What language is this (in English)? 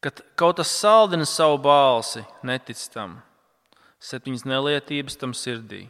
Latvian